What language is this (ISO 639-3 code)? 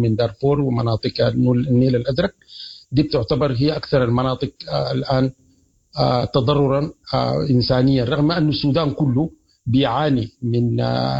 apd